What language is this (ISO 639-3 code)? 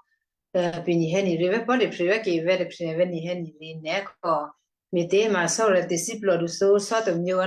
kyu